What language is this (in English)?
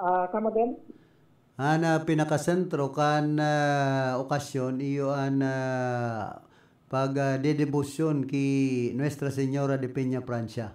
Bikol